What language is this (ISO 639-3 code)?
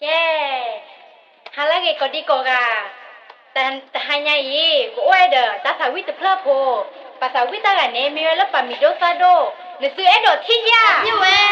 ksw